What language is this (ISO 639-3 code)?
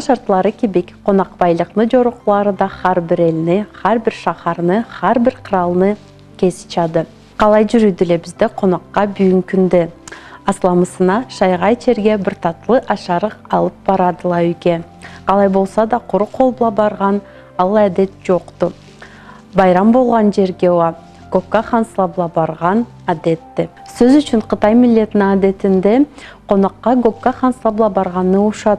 krc